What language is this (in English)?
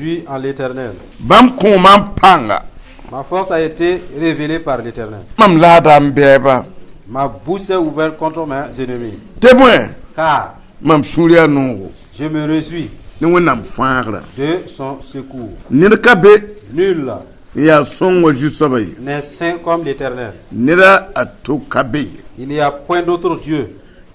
Mossi